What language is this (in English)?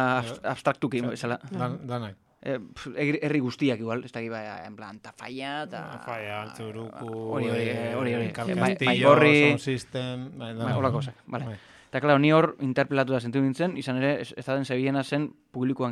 Basque